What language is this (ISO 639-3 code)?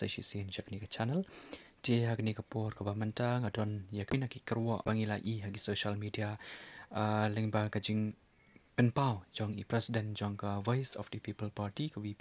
kha